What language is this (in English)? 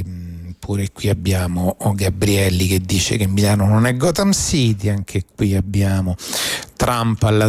Italian